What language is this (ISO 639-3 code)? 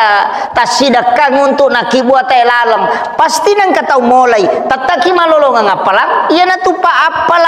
bug